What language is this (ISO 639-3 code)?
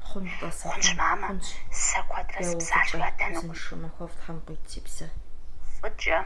kbd